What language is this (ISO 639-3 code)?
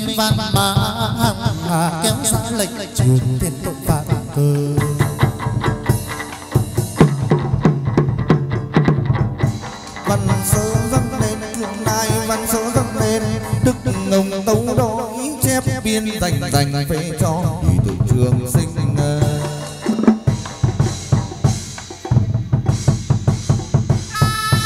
vie